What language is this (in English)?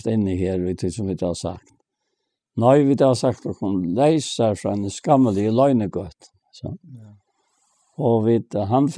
Faroese